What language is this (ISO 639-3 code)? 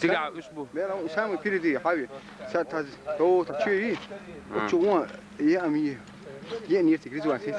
che